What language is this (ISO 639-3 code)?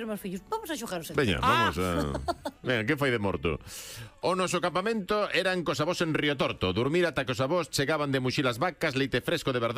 glg